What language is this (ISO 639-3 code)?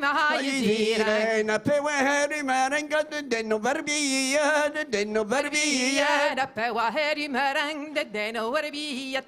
bre